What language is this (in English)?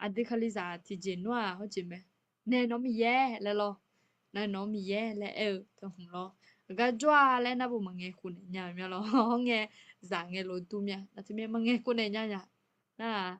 Akha